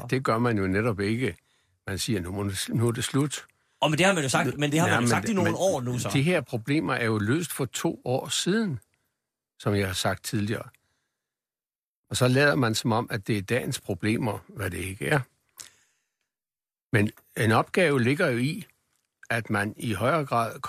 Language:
Danish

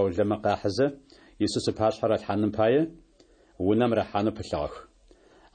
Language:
Adyghe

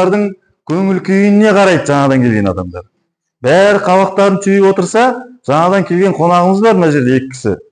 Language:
Kazakh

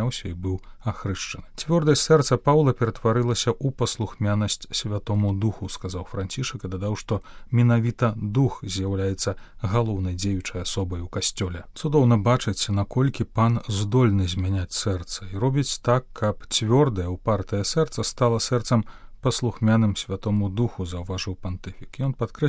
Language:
Belarusian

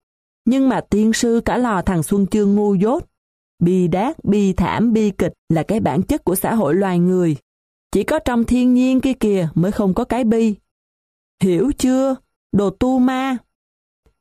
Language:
Vietnamese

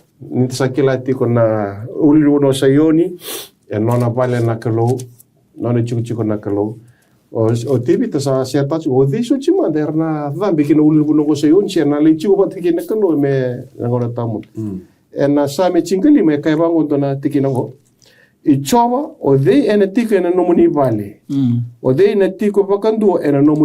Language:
Fijian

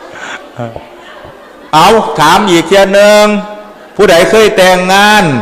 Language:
Northeastern Thai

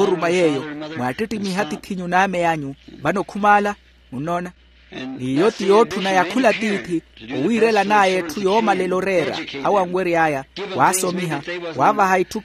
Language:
Makhuwa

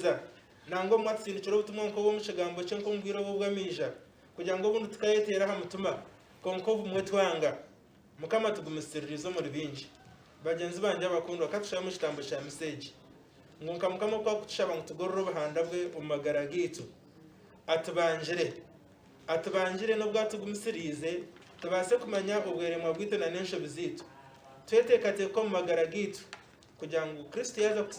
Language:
Nyankole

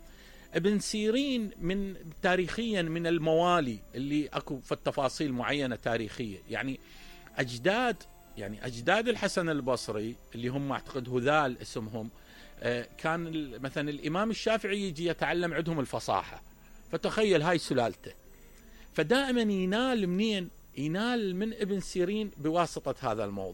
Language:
Mesopotamian Arabic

